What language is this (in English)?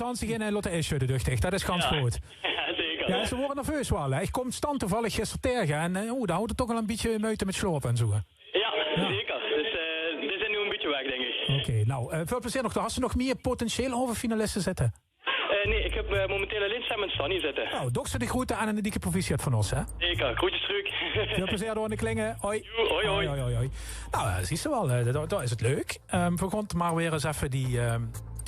Limburgish